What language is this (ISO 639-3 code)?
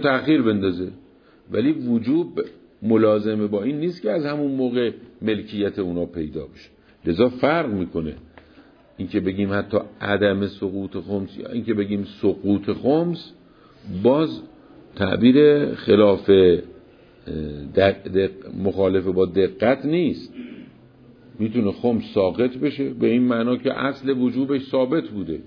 fas